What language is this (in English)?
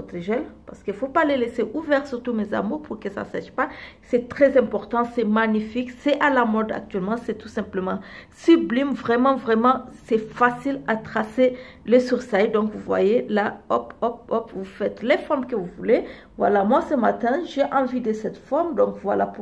French